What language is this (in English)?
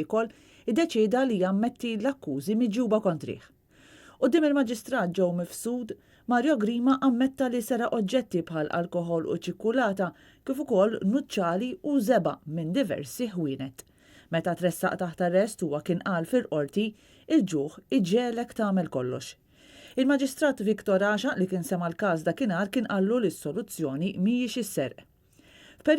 Maltese